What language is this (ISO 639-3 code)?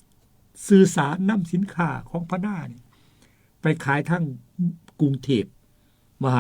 tts